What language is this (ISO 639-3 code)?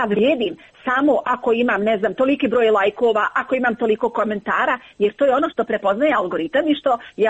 hrv